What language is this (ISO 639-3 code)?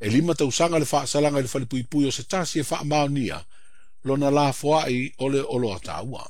smo